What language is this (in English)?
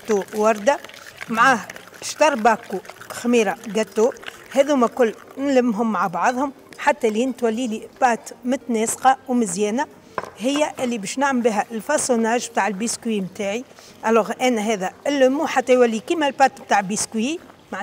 Tunisian Arabic